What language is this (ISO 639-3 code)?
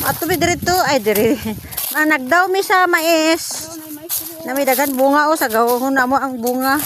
ceb